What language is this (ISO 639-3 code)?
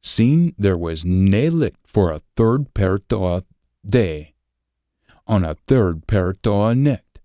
sco